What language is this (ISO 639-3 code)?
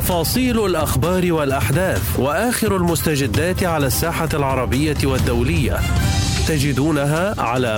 ara